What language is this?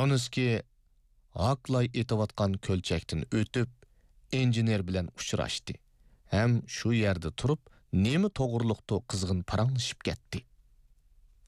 Uyghur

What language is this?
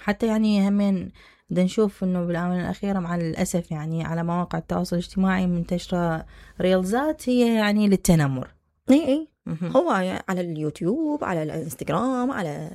Mesopotamian Arabic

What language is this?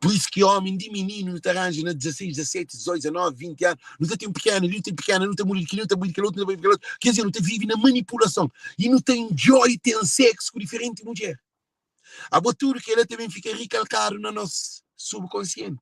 Kabuverdianu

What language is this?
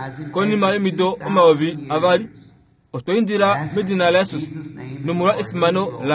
Kuanyama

